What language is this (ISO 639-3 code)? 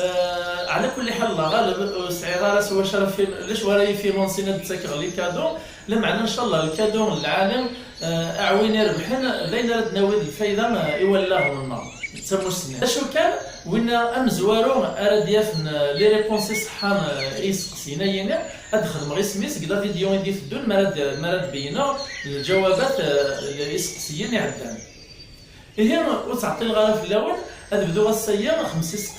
kab